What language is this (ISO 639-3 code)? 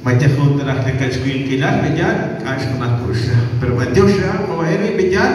kek